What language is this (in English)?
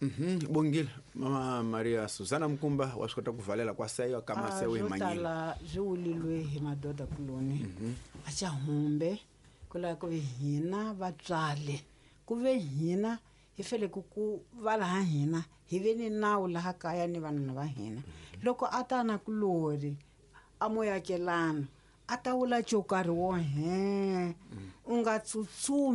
Tsonga